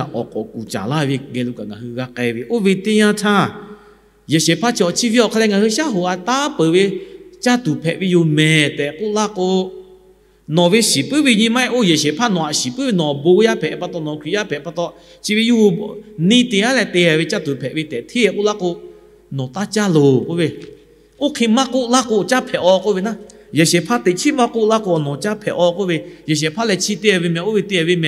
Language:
Lahu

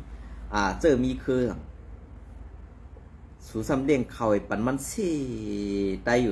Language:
Shan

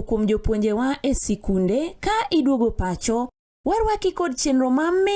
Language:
Luo (Kenya and Tanzania)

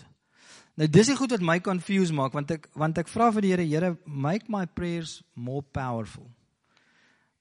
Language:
Afrikaans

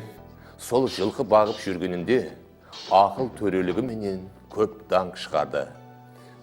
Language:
Kara-Kalpak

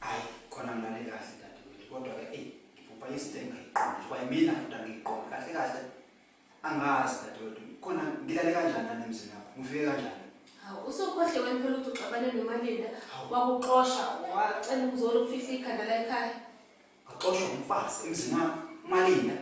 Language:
Zulu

